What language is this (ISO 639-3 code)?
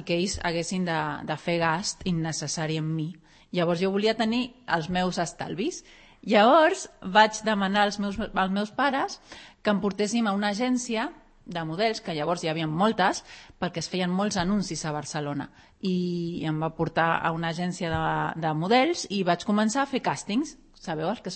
cat